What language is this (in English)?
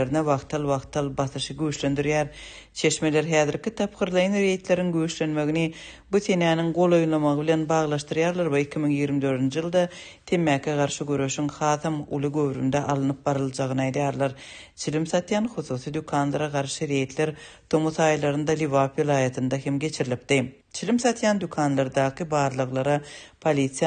Turkmen